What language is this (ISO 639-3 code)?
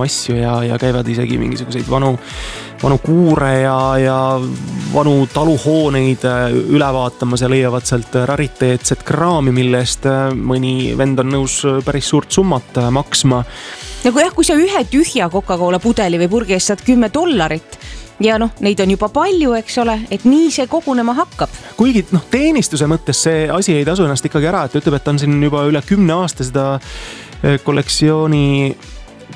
est